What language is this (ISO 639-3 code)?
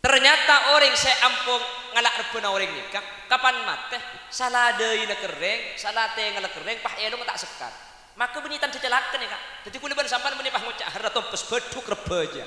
mad